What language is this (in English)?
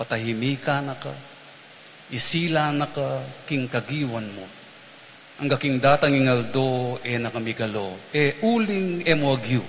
Pampanga